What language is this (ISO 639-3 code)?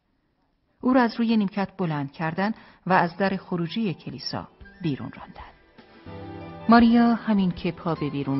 fas